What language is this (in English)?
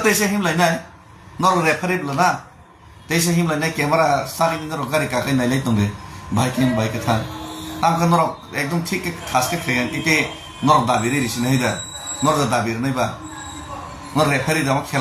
Kok Borok